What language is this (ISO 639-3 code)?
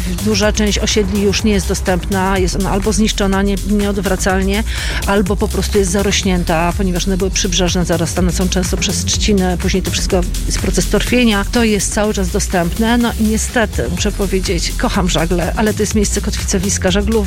pol